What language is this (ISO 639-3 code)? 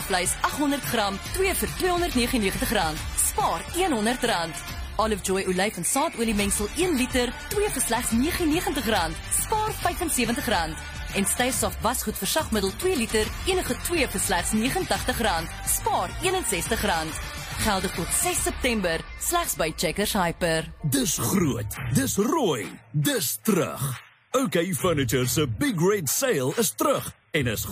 afr